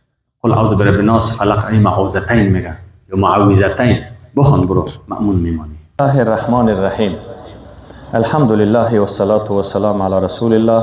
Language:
Persian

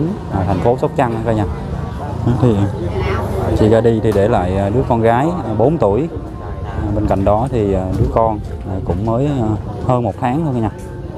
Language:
Vietnamese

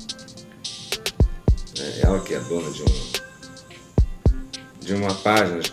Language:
Portuguese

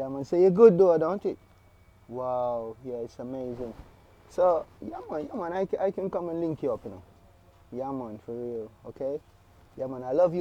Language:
Jamaican Creole English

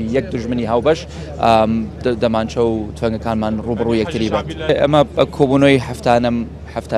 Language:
Central Kurdish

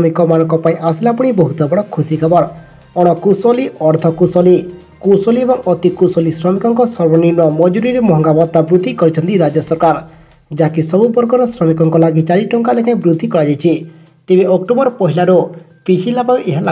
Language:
Odia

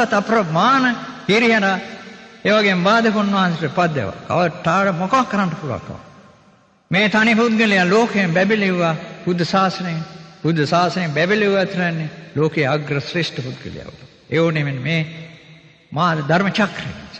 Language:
Sinhala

